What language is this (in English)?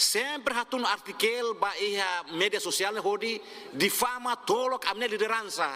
Tetum